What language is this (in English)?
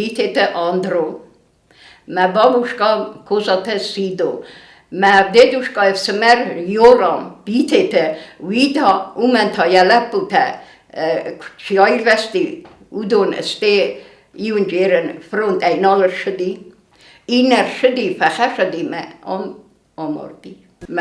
Ossetic